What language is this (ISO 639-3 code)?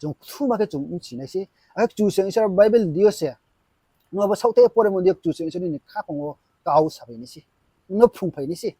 ria